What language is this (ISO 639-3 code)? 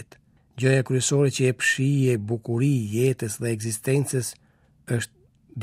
sqi